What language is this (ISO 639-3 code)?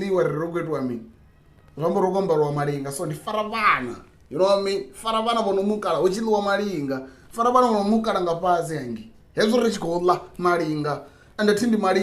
ven